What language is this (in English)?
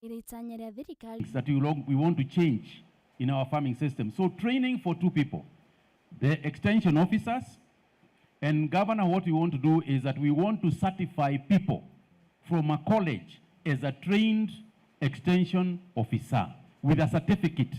Kikuyu